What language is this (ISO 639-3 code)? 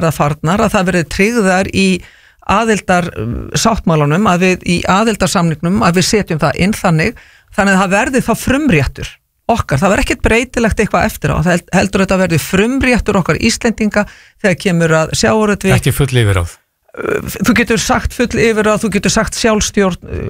isl